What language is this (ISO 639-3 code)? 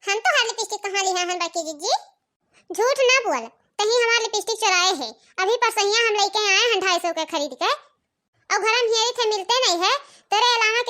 awa